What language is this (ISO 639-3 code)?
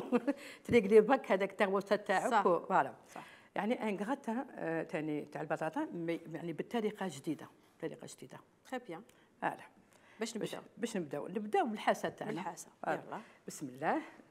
arq